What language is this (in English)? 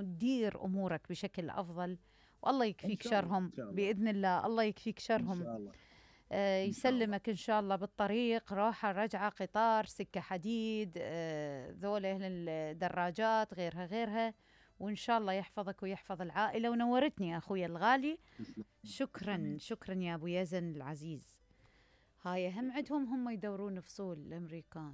Mesopotamian Arabic